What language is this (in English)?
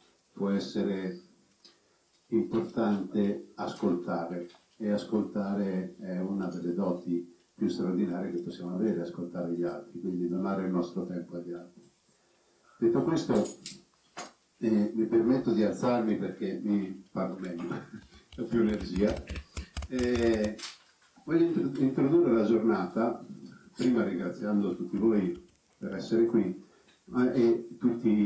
Italian